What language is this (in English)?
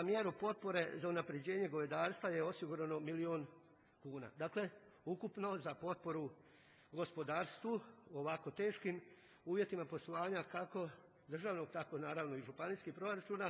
Croatian